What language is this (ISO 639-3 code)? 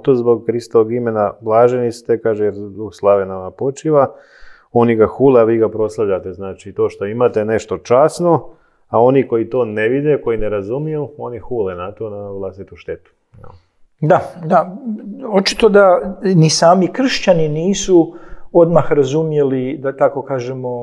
hrv